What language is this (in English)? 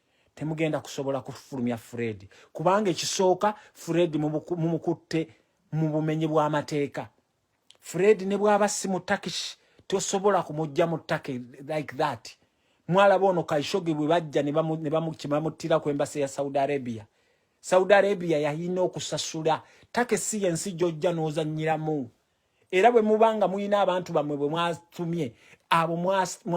Ganda